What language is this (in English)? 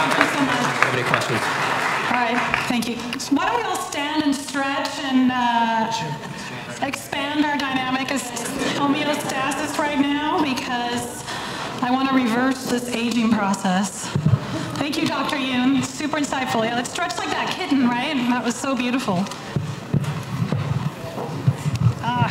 English